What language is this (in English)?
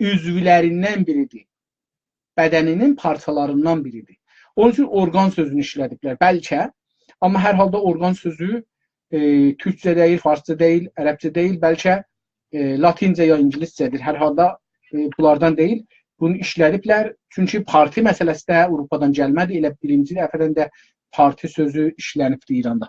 South Azerbaijani